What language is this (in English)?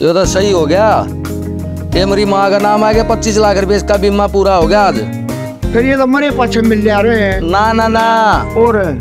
Haryanvi